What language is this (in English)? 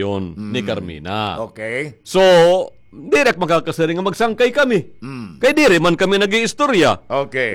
Waray